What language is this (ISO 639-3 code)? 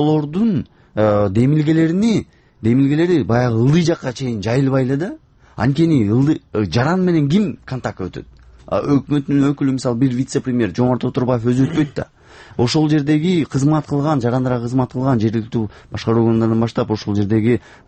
kir